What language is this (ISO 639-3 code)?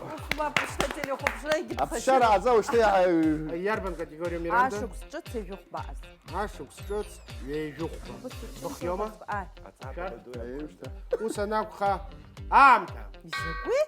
abk